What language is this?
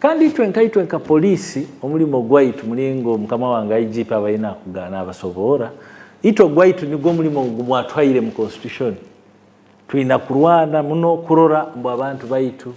Nyankole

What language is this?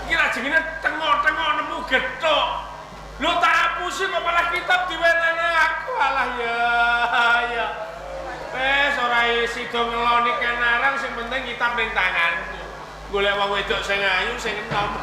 Javanese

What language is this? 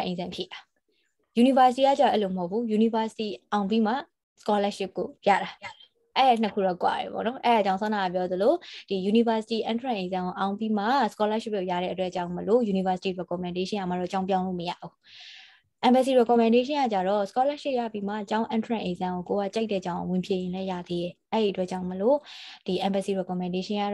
Burmese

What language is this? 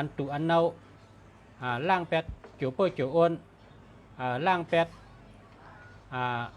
Shan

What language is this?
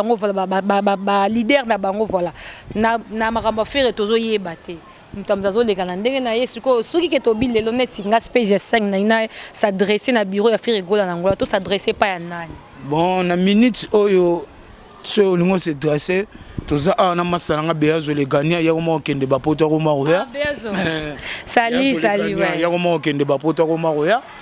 Lingala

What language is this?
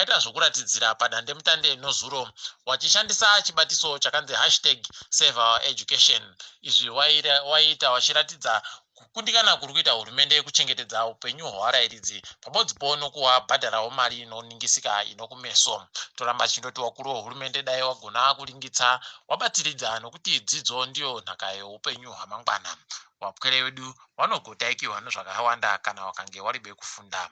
Ndau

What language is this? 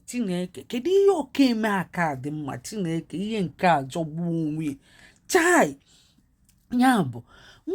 Igbo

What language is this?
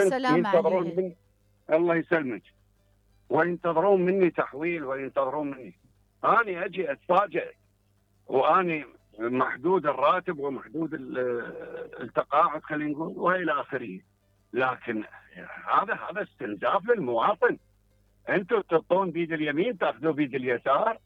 Mesopotamian Arabic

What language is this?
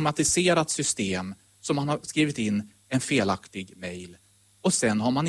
Swedish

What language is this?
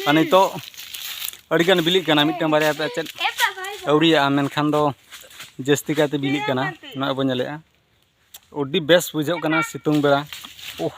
Santali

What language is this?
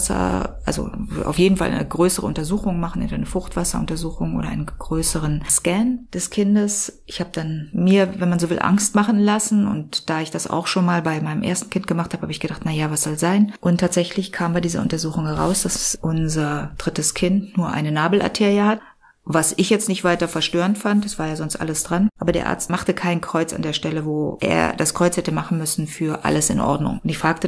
German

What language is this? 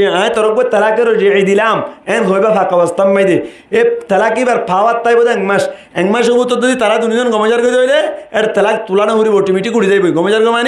Rohingya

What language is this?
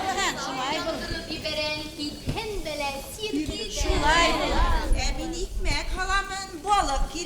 Bashkir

